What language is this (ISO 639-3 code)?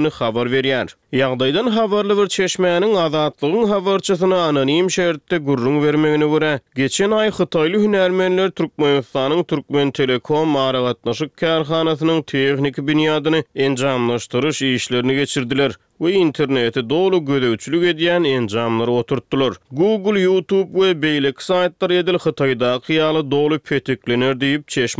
tuk